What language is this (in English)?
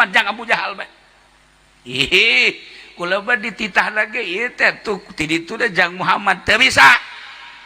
Sundanese